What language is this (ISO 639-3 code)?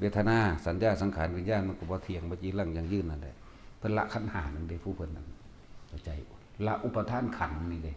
tts